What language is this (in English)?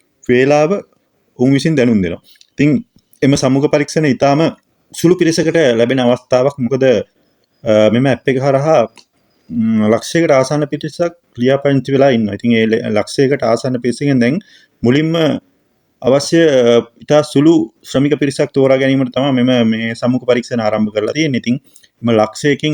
Sinhala